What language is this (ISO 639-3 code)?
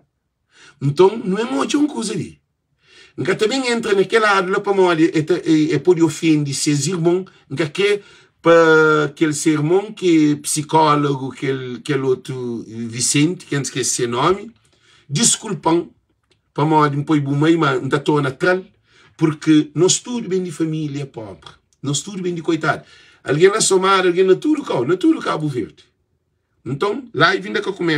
kea